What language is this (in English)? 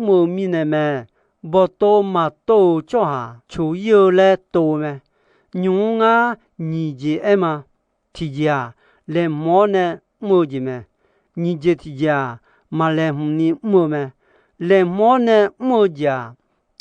Akha